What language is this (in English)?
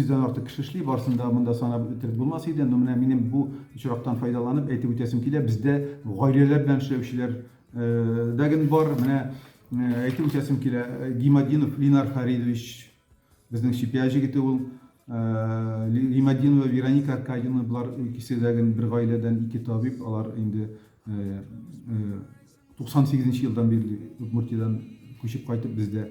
Tatar